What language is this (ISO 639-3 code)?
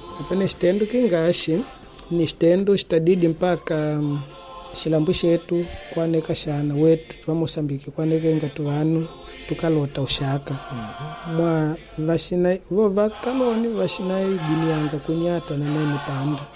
kde